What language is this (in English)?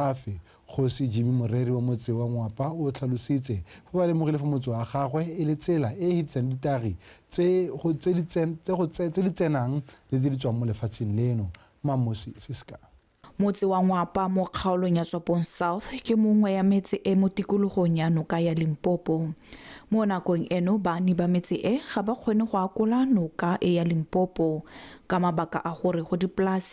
Tswana